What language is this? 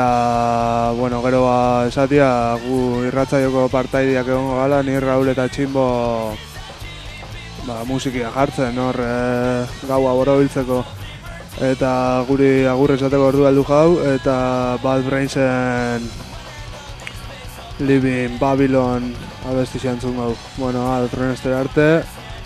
Basque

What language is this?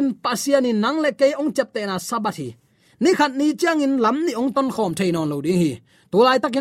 Tedim Chin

